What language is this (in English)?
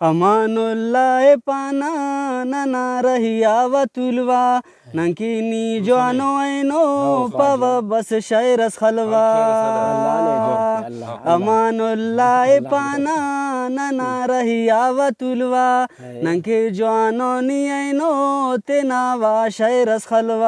Brahui